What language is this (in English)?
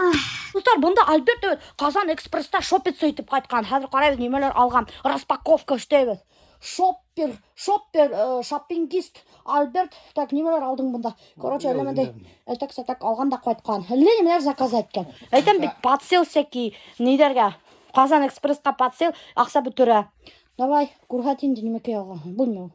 Bashkir